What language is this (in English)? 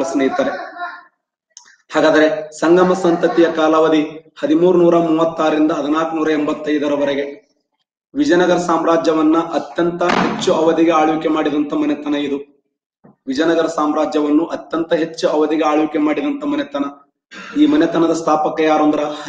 Kannada